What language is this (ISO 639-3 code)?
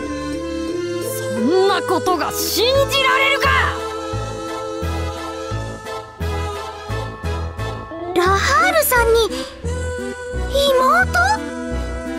jpn